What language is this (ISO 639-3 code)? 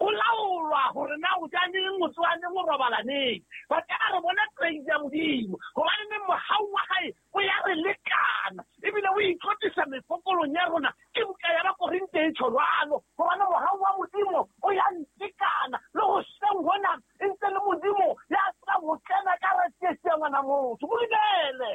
sot